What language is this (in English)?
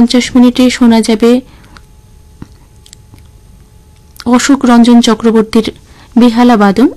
Bangla